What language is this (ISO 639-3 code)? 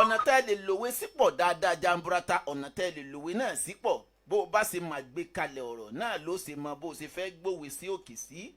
yor